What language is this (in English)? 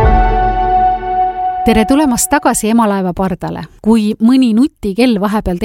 Estonian